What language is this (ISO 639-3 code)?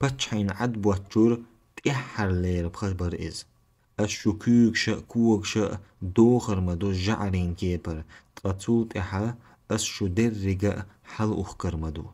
che